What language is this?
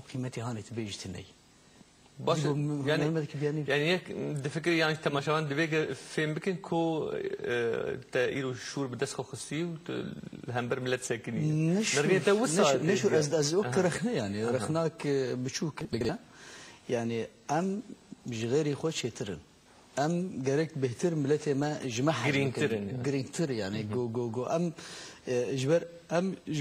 Kurdish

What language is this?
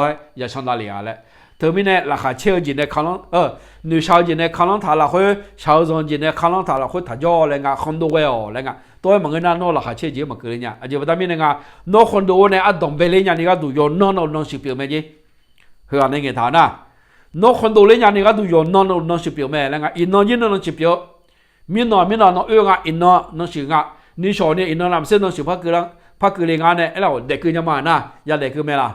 Akha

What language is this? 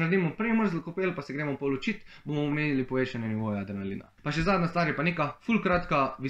Slovenian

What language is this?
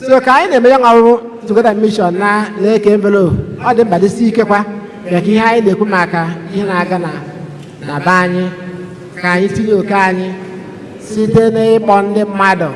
Igbo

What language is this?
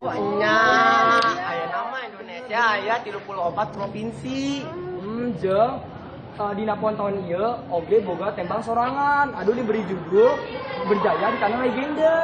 Sundanese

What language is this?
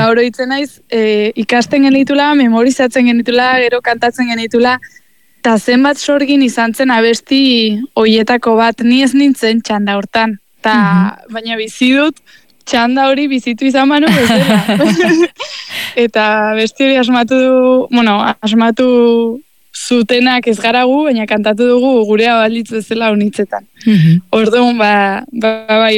Basque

